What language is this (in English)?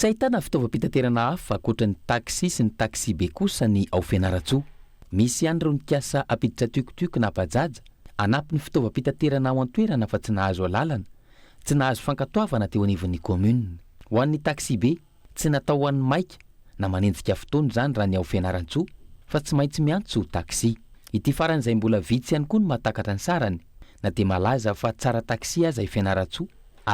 Malagasy